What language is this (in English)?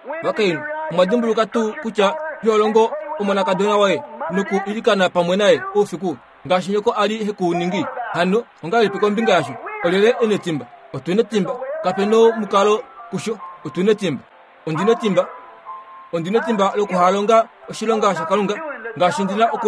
Kuanyama